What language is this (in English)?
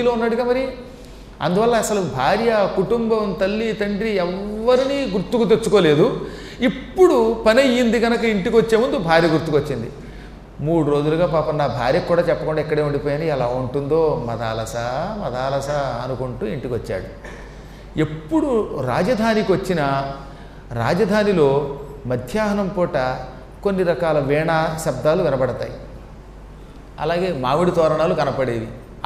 Telugu